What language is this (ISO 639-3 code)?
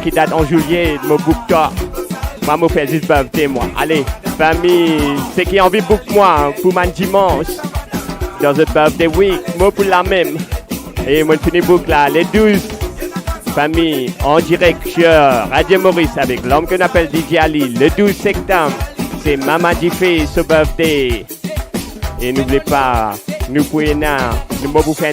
mfe